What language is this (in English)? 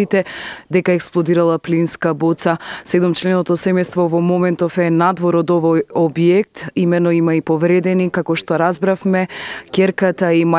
Macedonian